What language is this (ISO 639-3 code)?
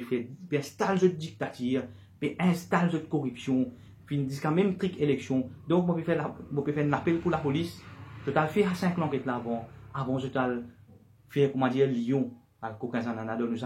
mfe